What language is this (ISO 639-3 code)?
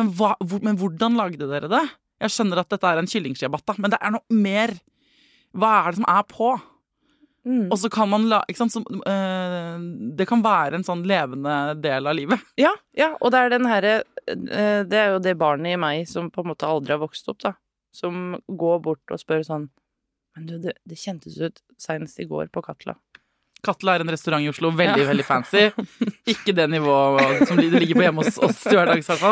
nor